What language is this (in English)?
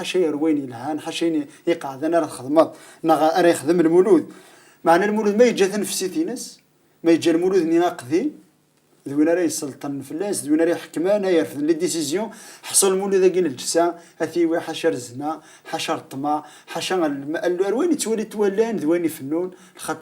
Kabyle